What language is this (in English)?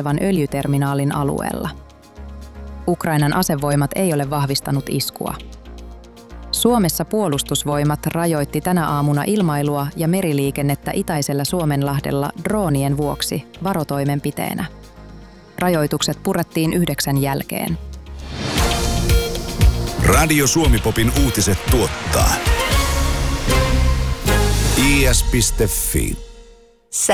Finnish